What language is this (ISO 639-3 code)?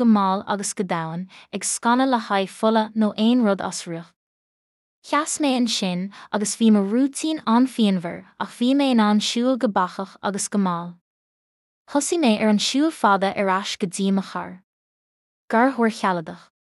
gle